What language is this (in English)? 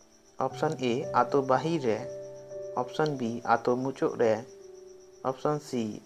Santali